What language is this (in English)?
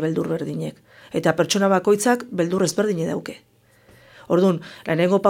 Basque